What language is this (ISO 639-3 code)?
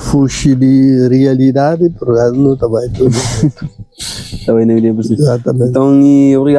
kea